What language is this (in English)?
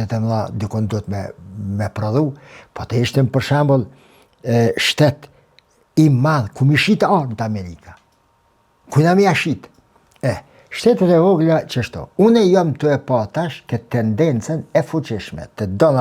Albanian